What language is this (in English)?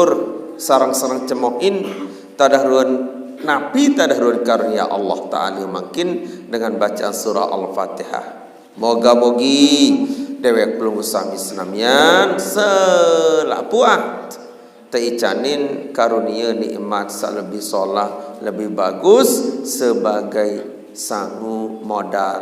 Sasak